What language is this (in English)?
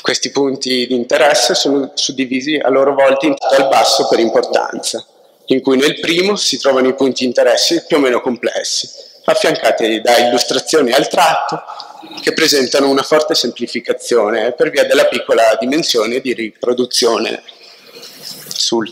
Italian